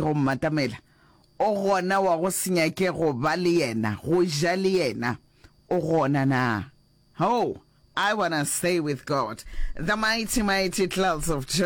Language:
Northern Sotho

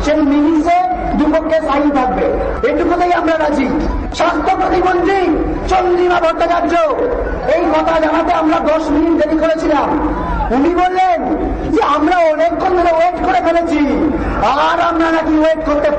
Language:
Bangla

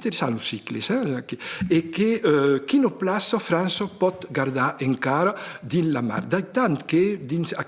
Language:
Occitan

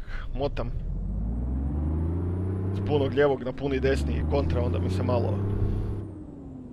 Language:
Croatian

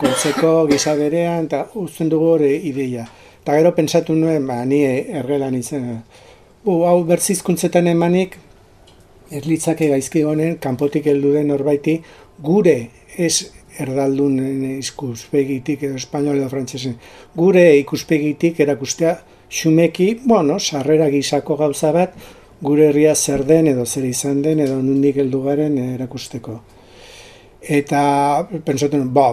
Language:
Basque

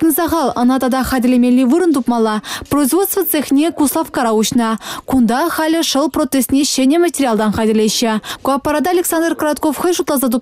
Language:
Chuvash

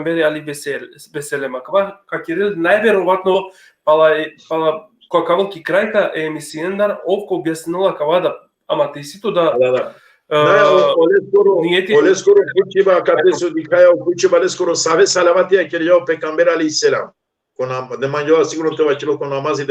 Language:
Balkan Romani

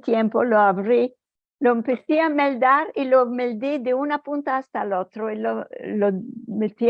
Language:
Ladino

